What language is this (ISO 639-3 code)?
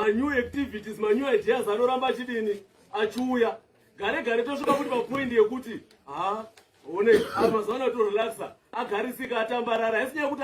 sna